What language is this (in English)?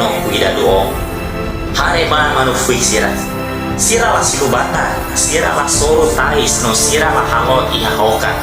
Tetum